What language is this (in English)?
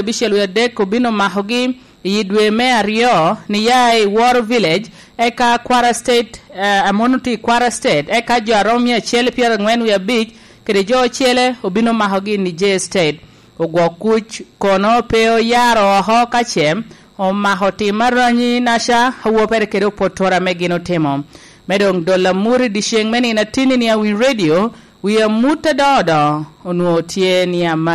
Lango (Uganda)